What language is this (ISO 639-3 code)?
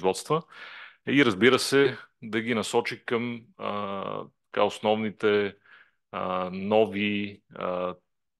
bul